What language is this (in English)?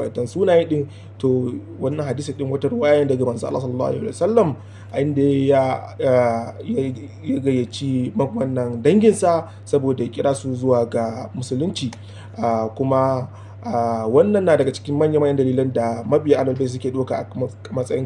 Hausa